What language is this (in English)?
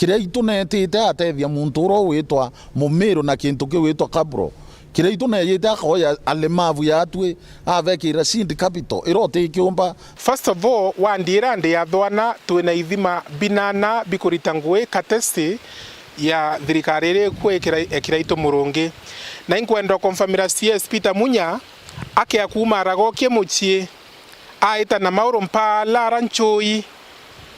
Meru